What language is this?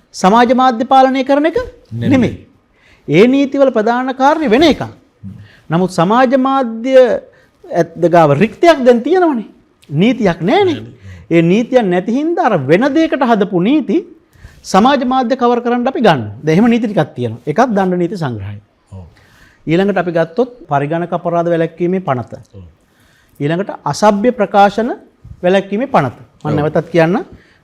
Sinhala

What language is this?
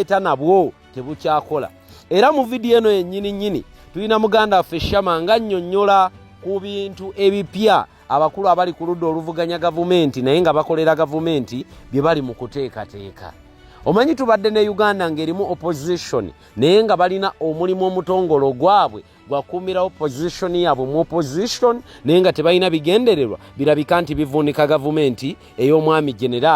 Ganda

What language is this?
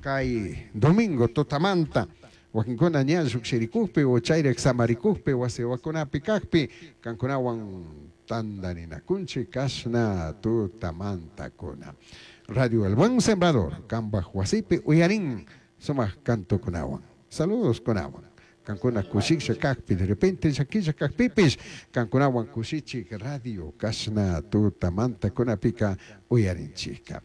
Chimborazo Highland Quichua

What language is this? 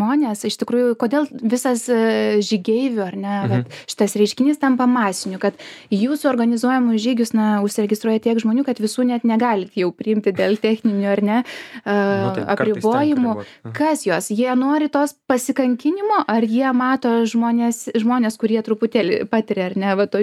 Lithuanian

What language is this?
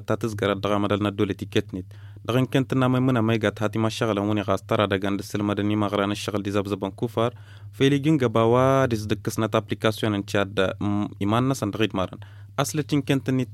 Tamasheq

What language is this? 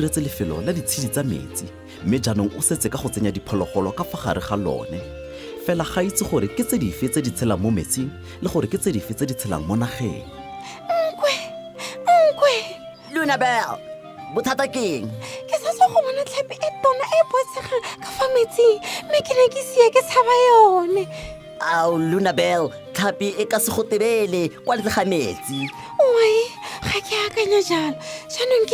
Tswana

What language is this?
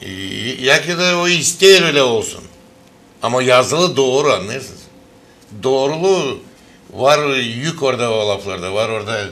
Gagauz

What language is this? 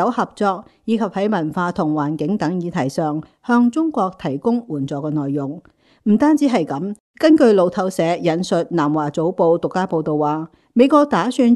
Cantonese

